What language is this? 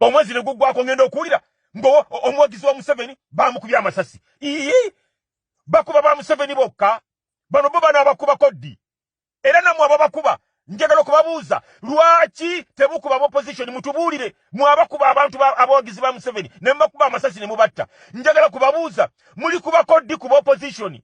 Ganda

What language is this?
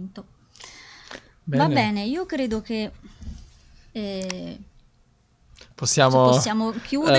Italian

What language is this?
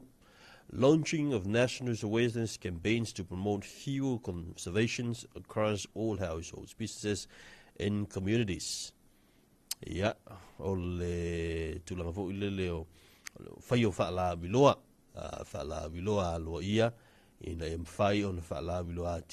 Samoan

